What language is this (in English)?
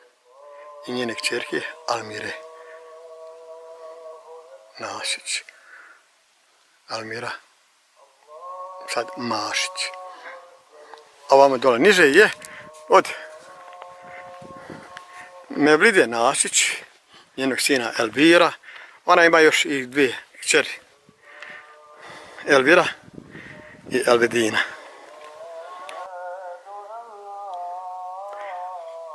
Bosnian